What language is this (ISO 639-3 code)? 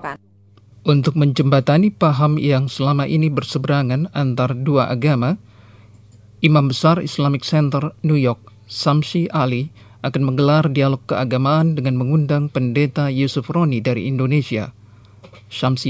ind